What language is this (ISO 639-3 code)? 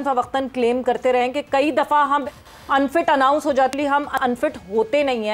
hin